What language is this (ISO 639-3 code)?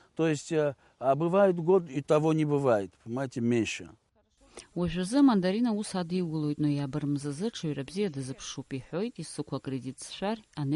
abk